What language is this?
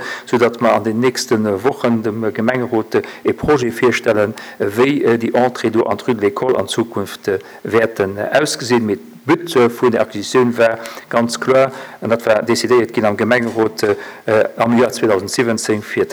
Luxembourgish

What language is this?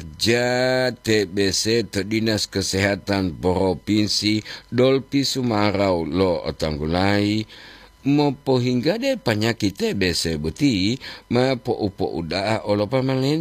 Gorontalo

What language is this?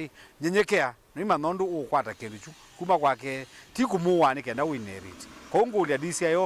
Kamba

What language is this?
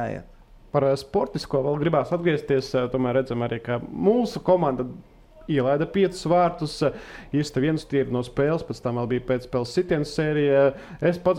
Latvian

